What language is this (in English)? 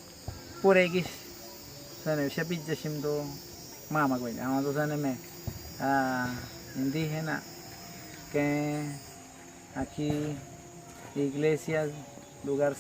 Awa-Cuaiquer